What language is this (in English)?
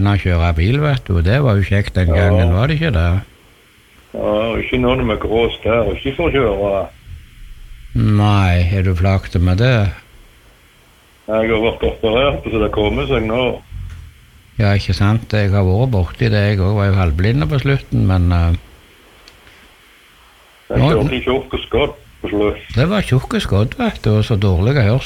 Norwegian